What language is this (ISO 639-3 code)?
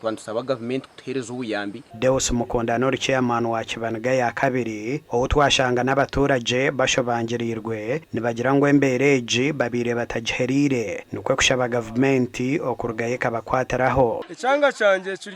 nyn